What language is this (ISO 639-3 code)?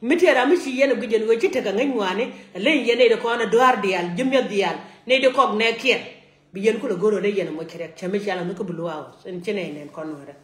nus